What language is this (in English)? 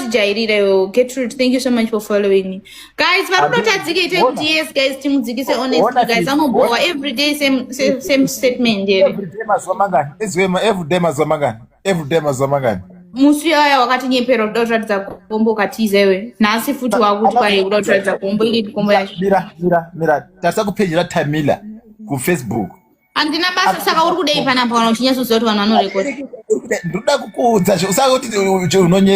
Shona